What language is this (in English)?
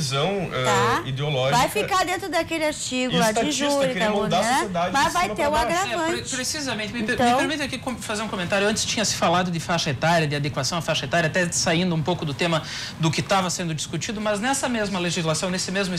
Portuguese